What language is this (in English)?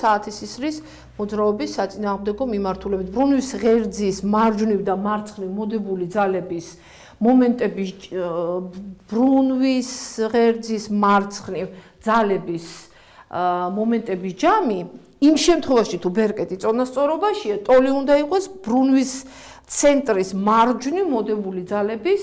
Georgian